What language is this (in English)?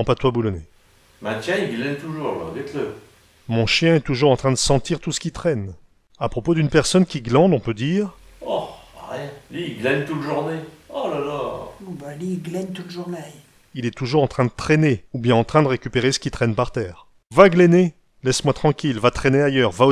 Picard